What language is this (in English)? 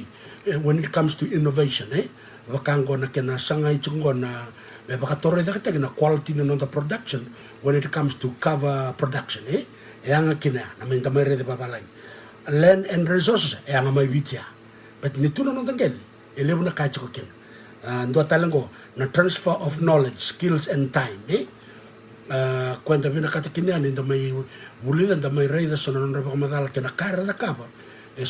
Fijian